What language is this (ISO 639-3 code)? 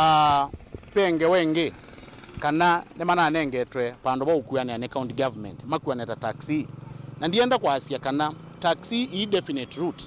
kam